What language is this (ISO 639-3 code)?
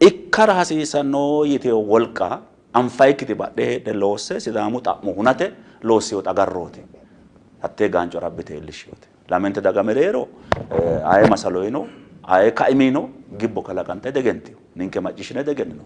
sid